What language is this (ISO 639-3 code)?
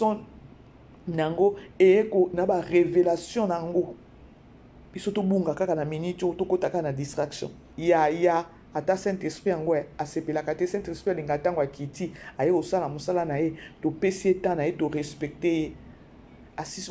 lin